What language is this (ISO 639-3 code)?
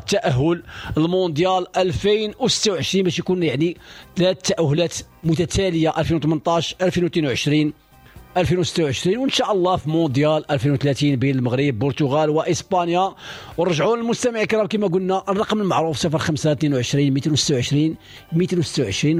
ary